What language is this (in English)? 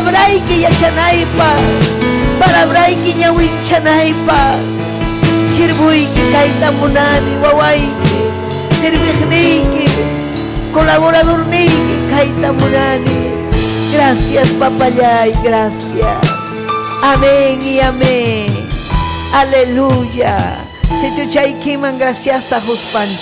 Ayacucho Quechua